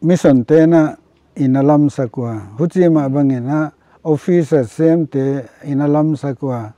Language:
Paite Chin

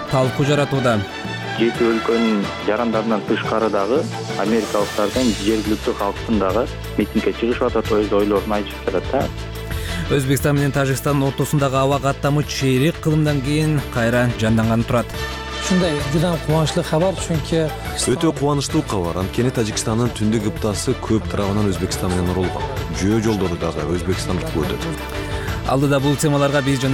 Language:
Kyrgyz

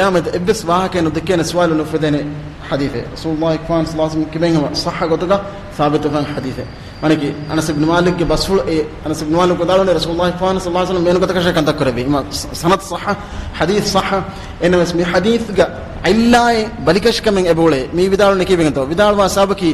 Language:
Divehi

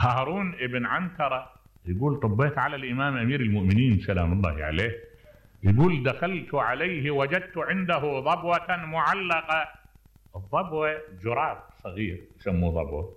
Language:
Mesopotamian Arabic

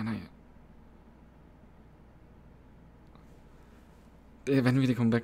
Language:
Danish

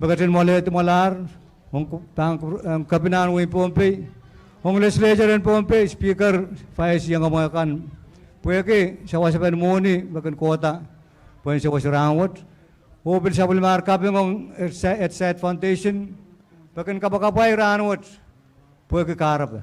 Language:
Pohnpeian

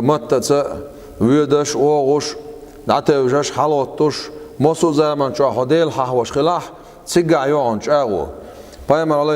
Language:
Chechen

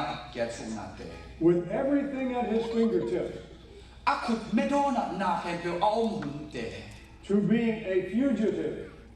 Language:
Tedim Chin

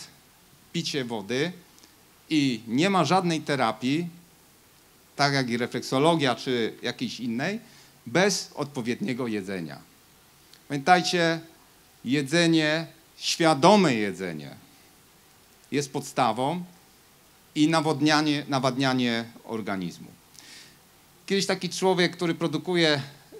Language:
Polish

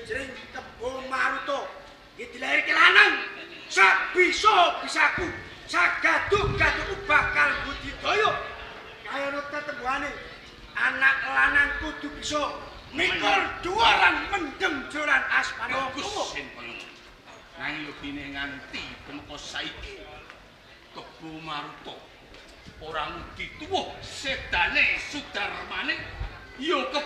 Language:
Javanese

